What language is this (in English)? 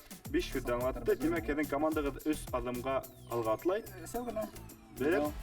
Bashkir